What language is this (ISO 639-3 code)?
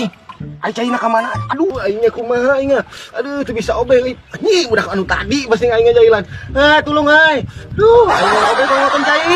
sun